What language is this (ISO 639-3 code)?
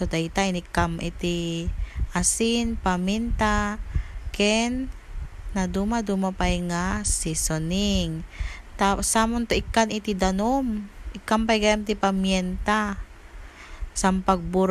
ilo